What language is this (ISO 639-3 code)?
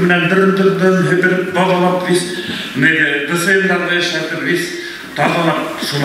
bak